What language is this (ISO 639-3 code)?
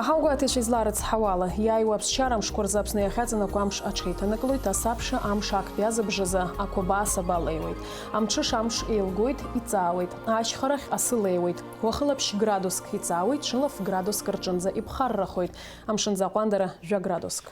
abk